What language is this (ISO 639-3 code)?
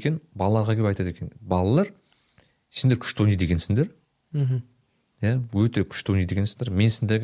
kaz